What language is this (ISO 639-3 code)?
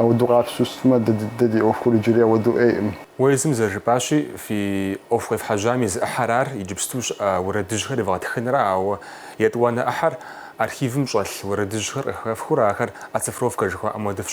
kbd